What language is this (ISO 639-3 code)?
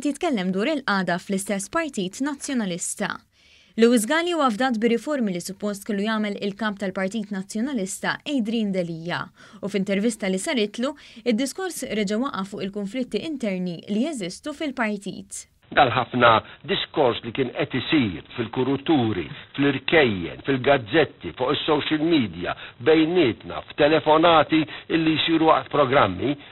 mlt